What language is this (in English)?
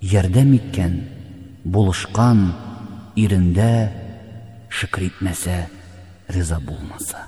Tatar